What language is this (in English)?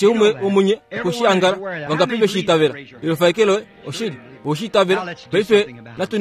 Kuanyama